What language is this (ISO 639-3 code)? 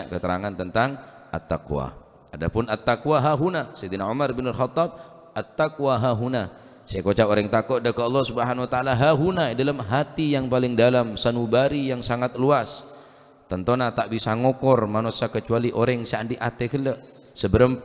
mad